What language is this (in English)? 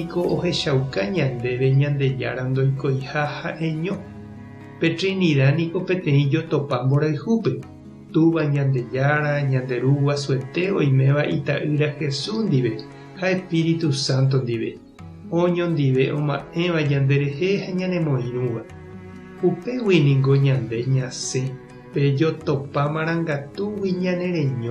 Guarani